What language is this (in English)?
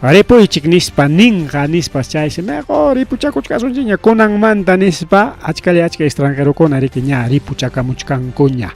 Ayacucho Quechua